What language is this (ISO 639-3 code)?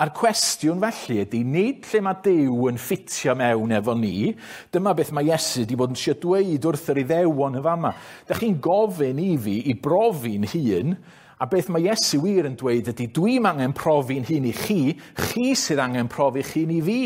cym